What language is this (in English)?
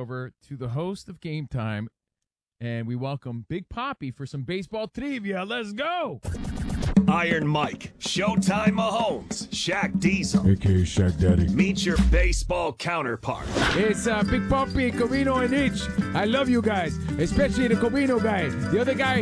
English